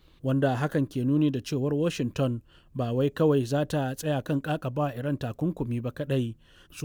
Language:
Hausa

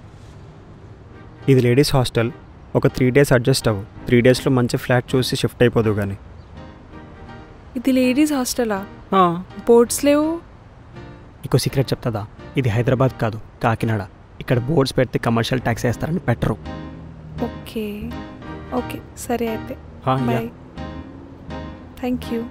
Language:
Telugu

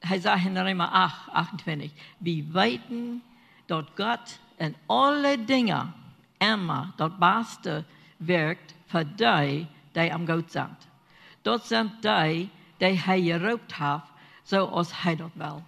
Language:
Plautdietsch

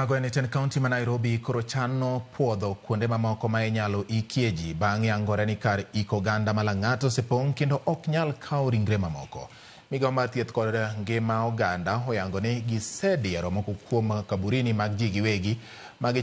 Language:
Luo (Kenya and Tanzania)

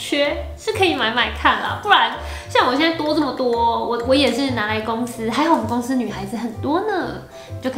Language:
Chinese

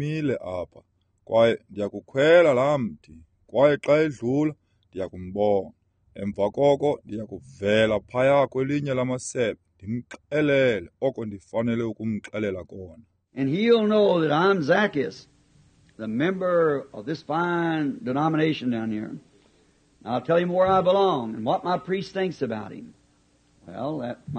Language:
Xhosa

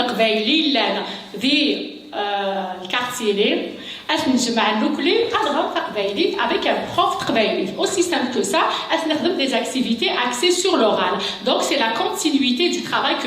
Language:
Kabyle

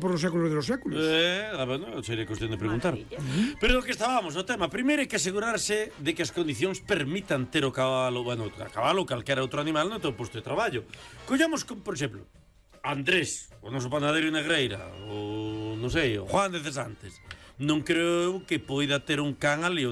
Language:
Galician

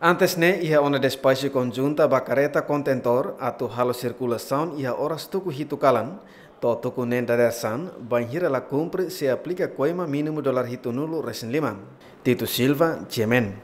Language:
Tetum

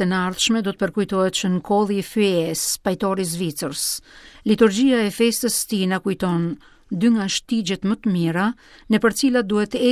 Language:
Albanian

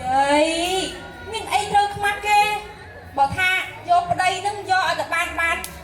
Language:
Khmer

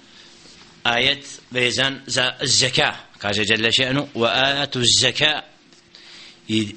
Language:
Bosnian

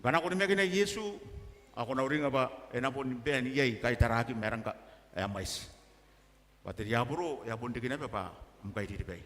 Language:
Gilbertese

